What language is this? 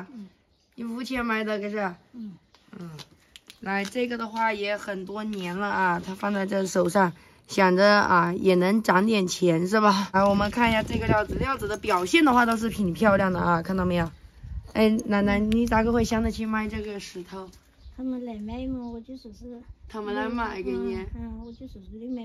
Chinese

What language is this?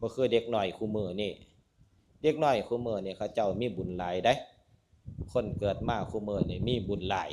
Northeastern Thai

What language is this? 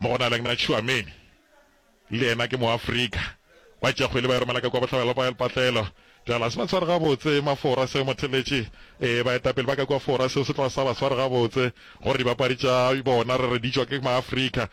Northern Sotho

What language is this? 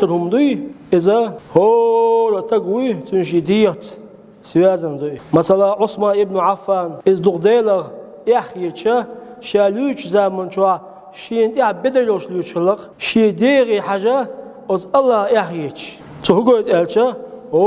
Chechen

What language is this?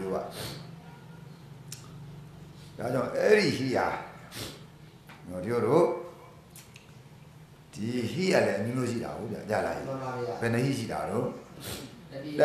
Burmese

